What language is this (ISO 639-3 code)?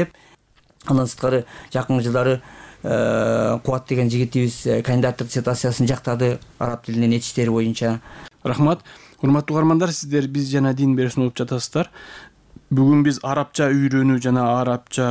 kir